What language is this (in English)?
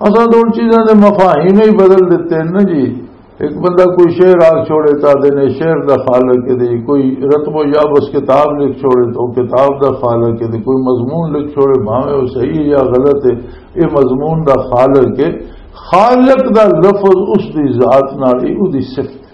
Western Panjabi